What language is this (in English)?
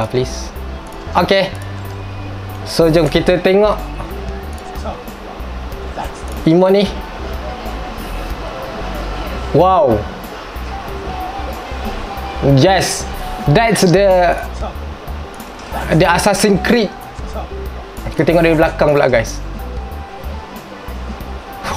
Malay